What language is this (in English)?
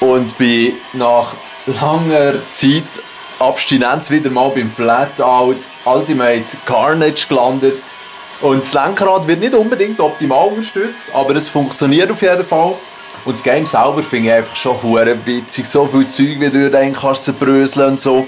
Swiss German